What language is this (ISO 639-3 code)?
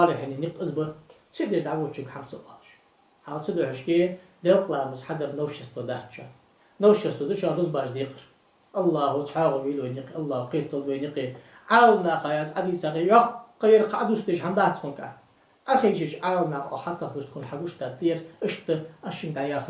inh